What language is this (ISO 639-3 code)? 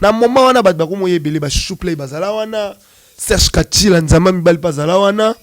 lin